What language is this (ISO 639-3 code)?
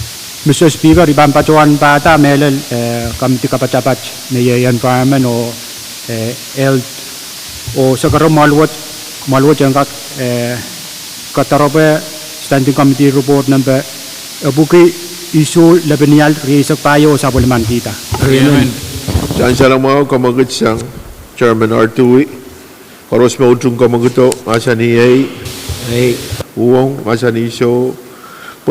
pon